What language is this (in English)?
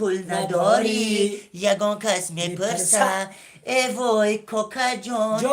Tajik